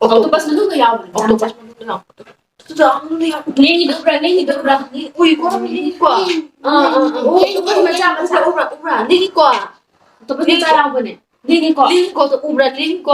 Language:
Manipuri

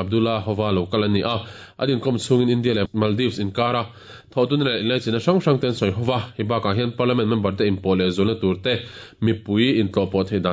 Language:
Mizo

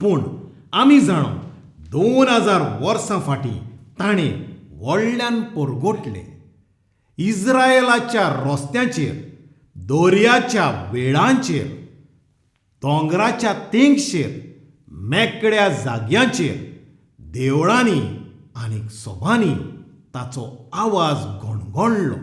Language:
Konkani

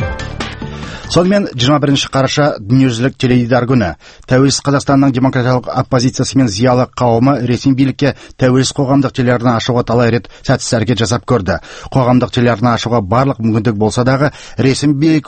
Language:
Kazakh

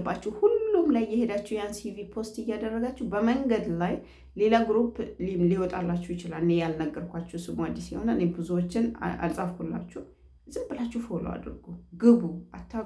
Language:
Amharic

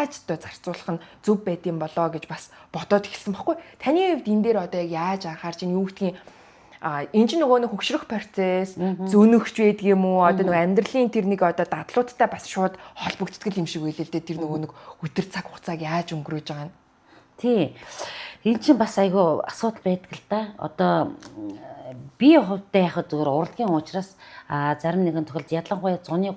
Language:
Mongolian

